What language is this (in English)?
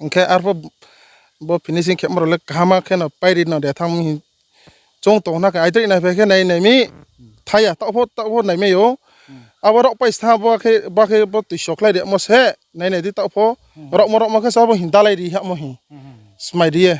Riang (India)